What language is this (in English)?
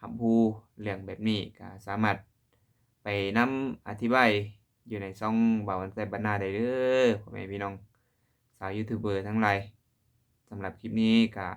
Lao